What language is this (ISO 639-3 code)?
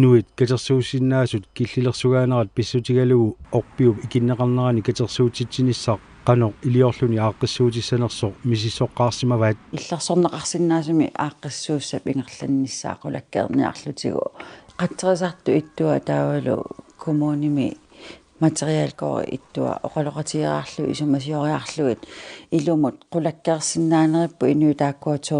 kal